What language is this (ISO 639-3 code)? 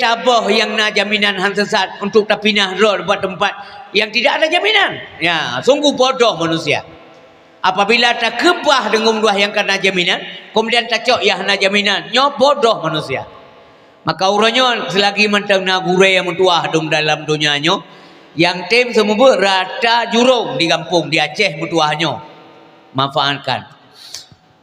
ace